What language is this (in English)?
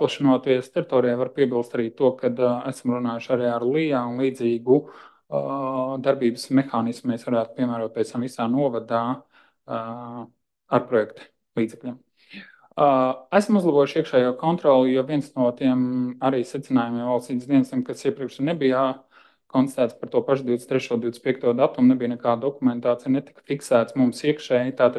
Latvian